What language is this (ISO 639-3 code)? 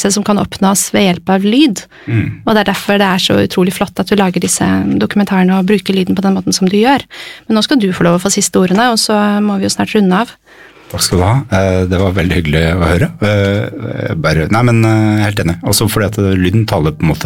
nor